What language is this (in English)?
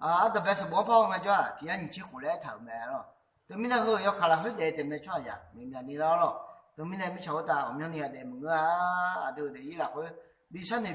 Akha